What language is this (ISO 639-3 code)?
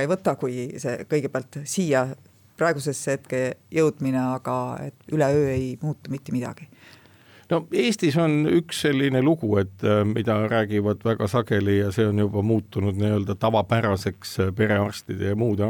est